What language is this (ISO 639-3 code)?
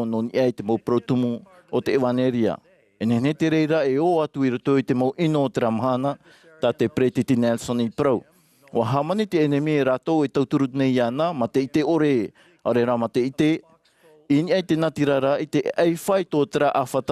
tah